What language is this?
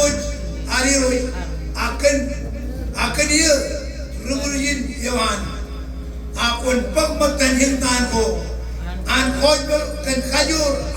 Marshallese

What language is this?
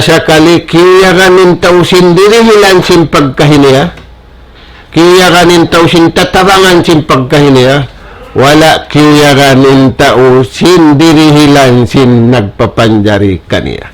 Tausug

